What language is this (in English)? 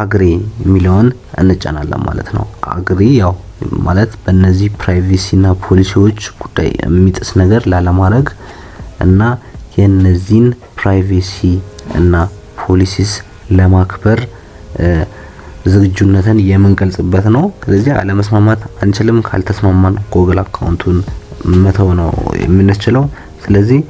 Amharic